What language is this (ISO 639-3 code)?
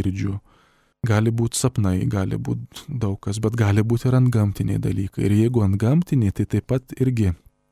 lit